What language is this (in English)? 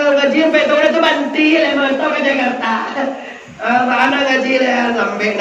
Minangkabau